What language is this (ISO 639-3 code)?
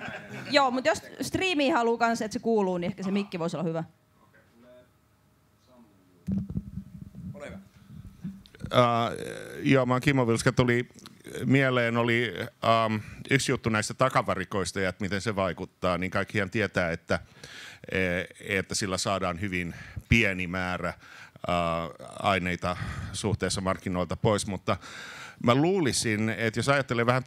fin